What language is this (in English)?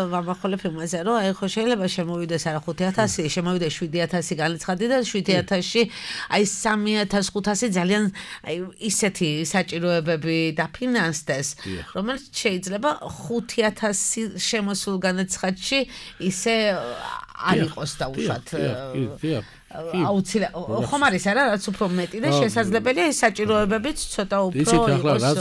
Georgian